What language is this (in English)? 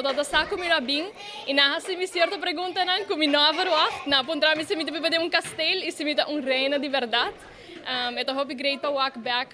Papiamento